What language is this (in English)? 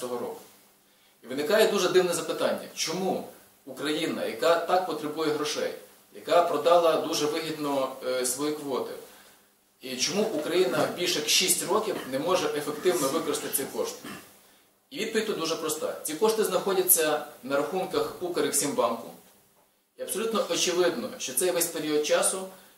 Ukrainian